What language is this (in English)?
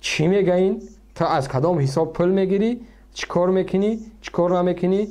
Tajik